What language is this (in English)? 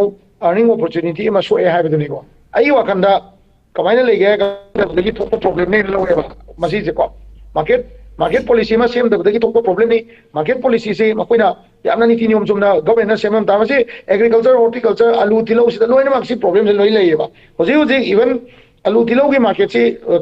Manipuri